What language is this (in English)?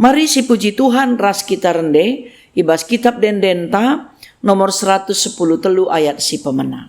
Batak Karo